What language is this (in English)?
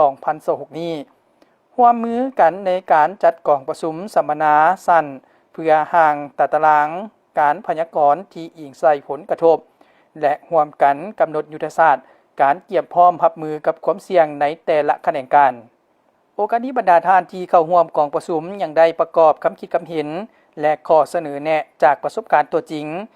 Lao